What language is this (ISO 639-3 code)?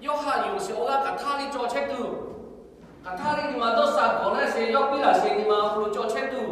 lhu